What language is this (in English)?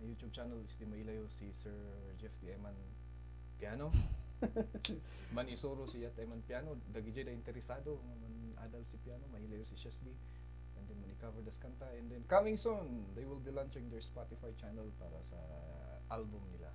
Kankanaey